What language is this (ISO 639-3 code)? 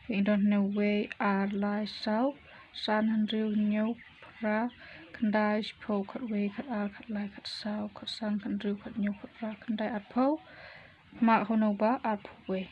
kha